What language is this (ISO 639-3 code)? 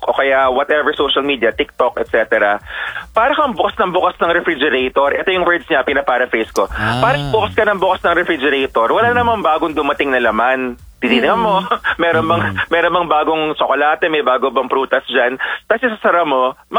fil